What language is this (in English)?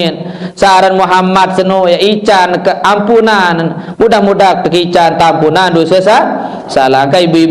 Sasak